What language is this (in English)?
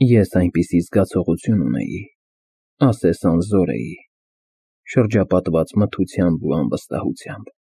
Armenian